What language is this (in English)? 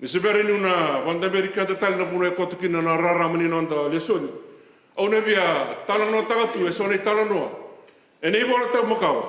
Fijian